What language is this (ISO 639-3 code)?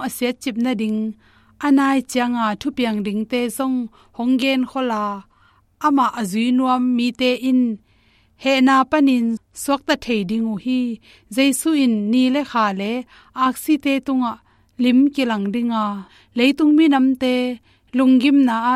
ctd